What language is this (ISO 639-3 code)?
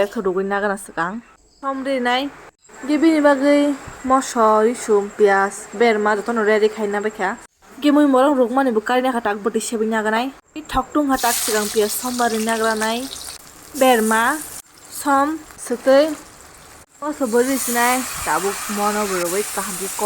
trp